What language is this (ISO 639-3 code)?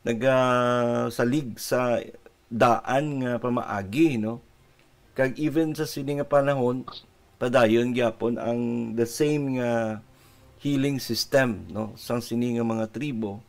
hil